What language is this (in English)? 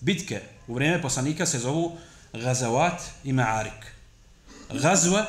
Bosnian